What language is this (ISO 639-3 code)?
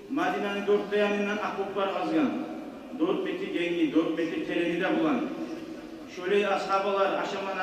kum